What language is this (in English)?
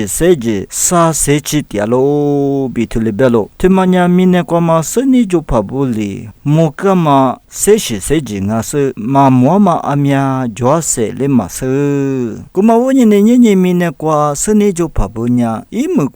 Lisu